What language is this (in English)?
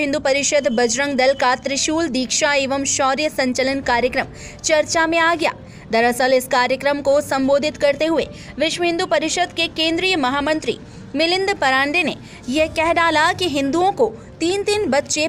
Hindi